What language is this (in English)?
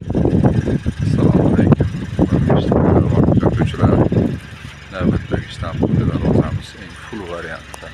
Uzbek